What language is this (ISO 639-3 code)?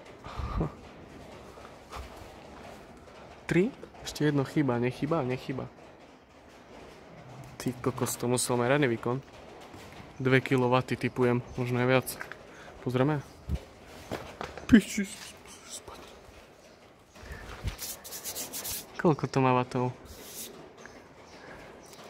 slk